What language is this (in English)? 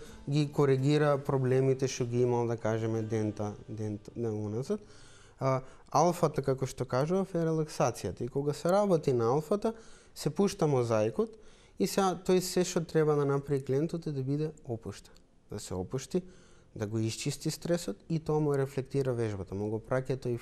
Macedonian